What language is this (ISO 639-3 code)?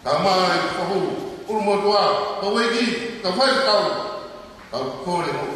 ton